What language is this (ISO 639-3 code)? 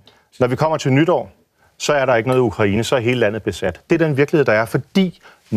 dan